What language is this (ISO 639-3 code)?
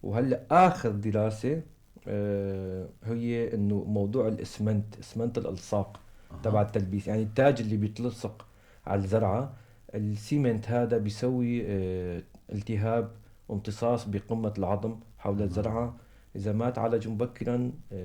apc